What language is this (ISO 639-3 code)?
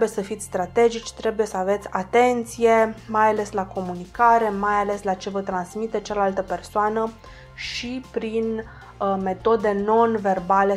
ron